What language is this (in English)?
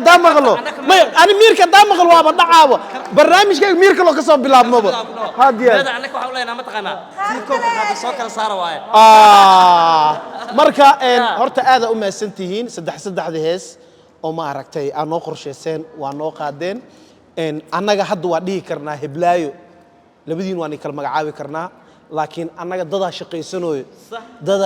Somali